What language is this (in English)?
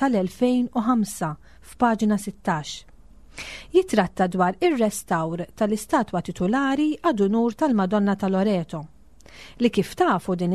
Maltese